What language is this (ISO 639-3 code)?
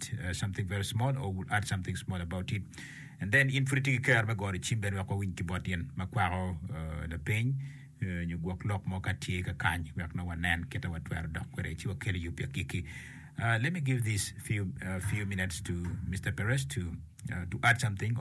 ach